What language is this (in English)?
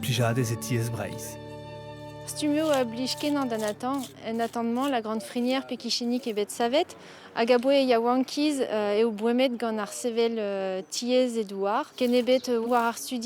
Breton